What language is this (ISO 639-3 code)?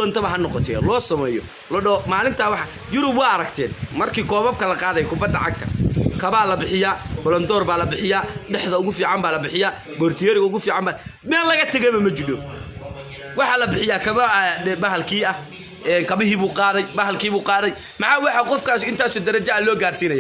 som